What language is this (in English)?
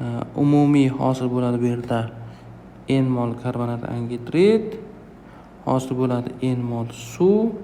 Uzbek